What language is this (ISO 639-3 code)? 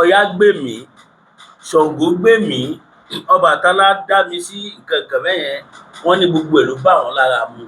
yor